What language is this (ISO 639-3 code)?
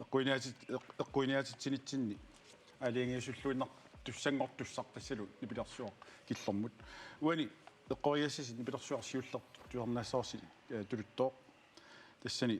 kal